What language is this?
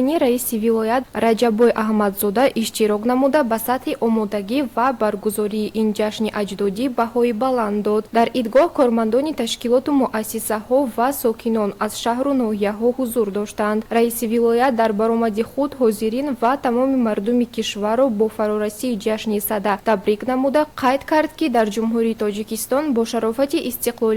Tajik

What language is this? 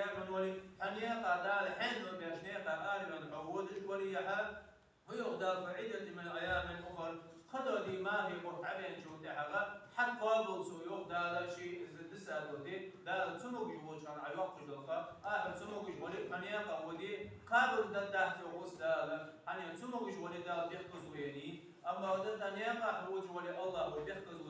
Ingush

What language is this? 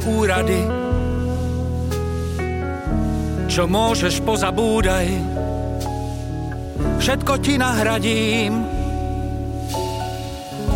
Slovak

